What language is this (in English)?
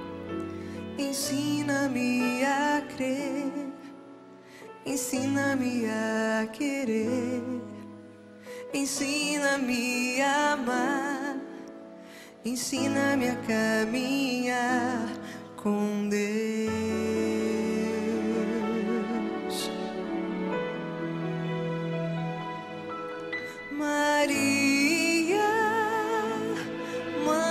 Portuguese